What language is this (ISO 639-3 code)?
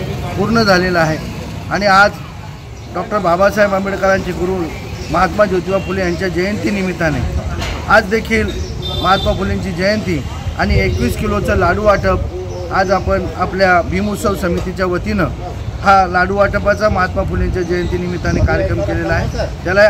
mar